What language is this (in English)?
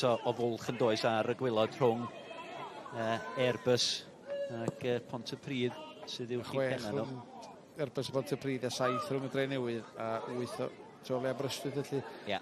Welsh